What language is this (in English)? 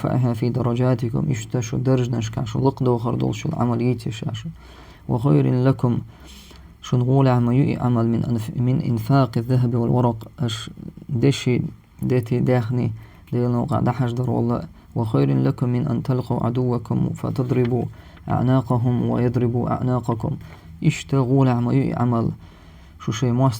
Chechen